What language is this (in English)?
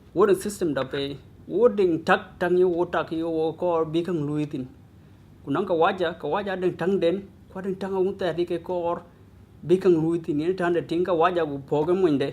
Dinka